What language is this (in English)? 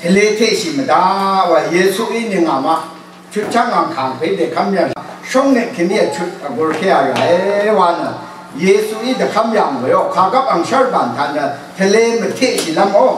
Rawang